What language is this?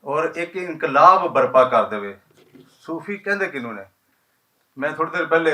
Western Panjabi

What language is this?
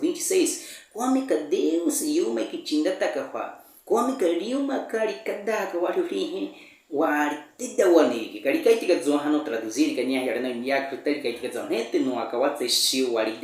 Baniwa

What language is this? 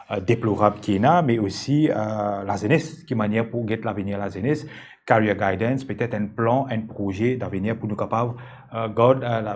Morisyen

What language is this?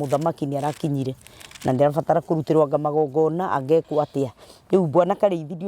Kikuyu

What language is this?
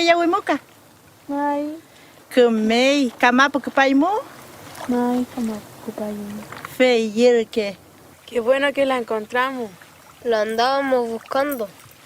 Mapuche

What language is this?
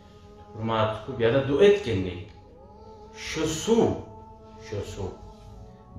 Kumyk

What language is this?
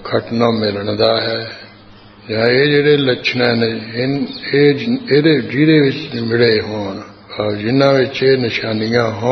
Punjabi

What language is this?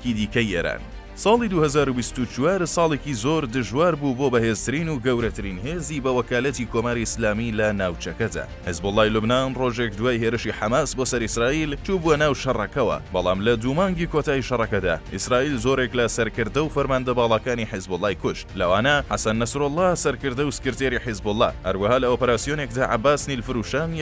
Central Kurdish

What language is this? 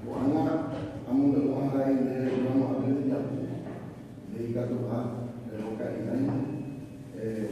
Guarani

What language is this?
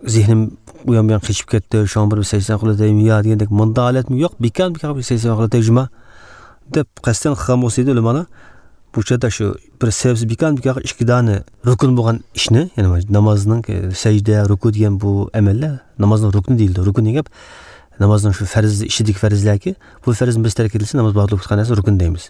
Uzbek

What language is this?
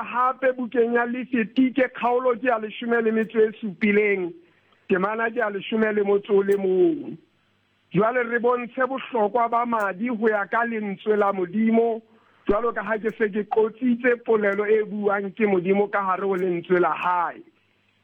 Southern Sotho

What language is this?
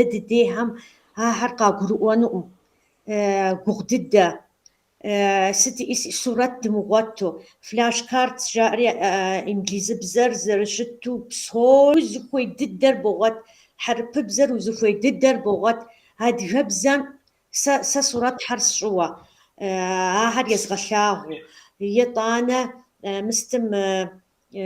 Kabardian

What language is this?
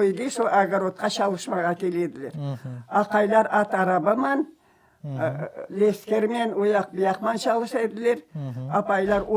Crimean Tatar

